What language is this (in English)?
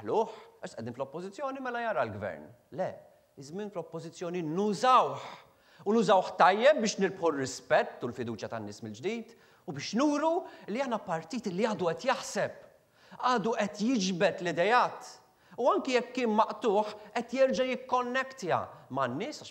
Maltese